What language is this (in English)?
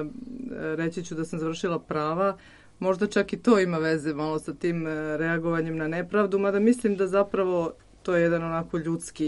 Serbian